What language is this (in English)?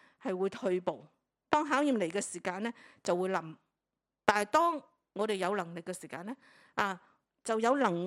Cantonese